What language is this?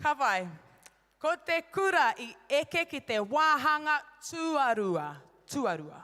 Māori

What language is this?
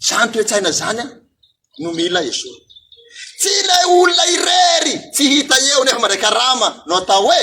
Malagasy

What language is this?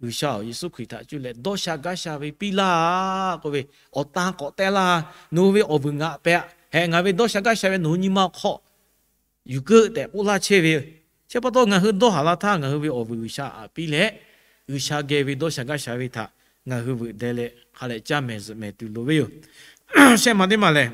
Lahu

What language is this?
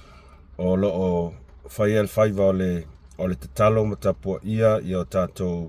Samoan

